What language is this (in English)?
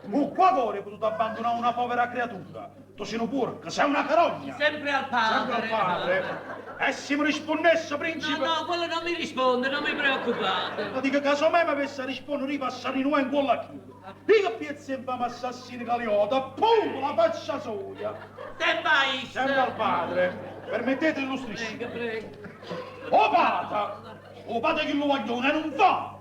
Neapolitan